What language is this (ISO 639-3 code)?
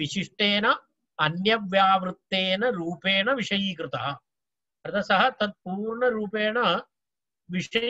san